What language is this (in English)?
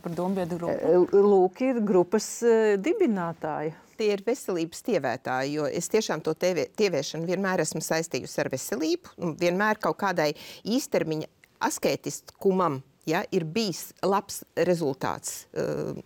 Latvian